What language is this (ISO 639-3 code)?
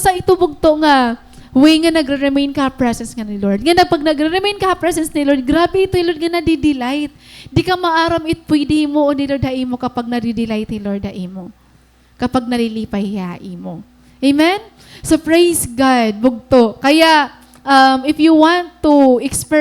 war